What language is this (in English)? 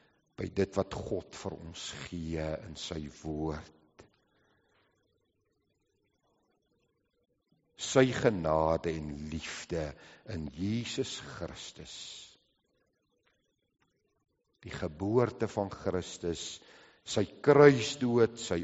Afrikaans